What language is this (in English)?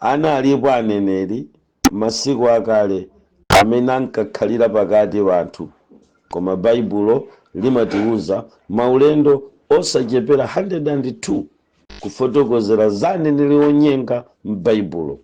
Nyanja